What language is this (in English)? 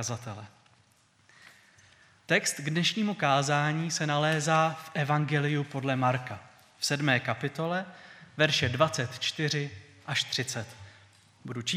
Czech